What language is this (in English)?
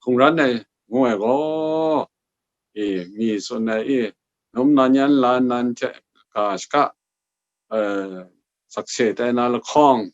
Kachin